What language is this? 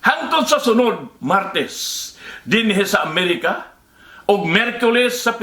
Cebuano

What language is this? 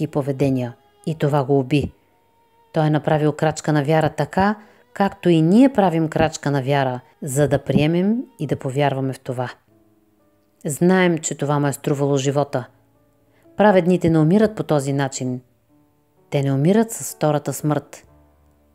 Bulgarian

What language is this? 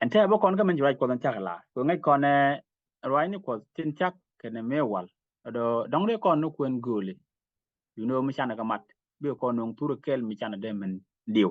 Nuer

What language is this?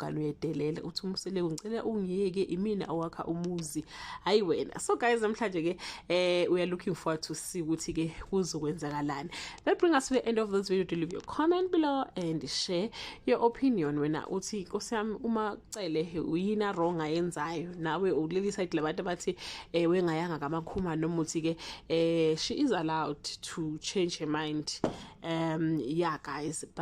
Zulu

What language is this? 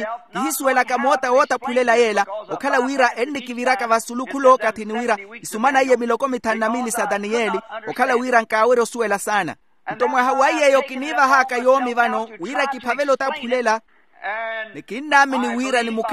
Makhuwa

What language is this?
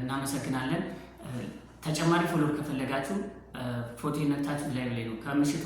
Amharic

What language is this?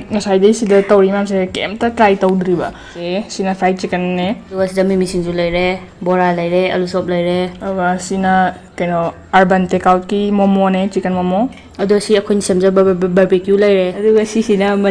Manipuri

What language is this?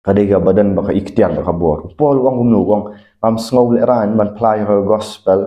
Khasi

